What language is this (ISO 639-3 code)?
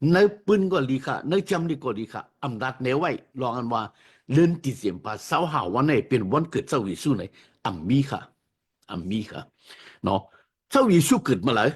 shn